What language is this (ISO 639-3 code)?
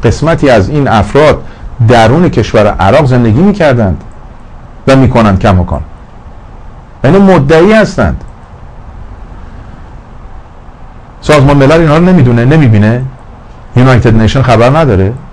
fas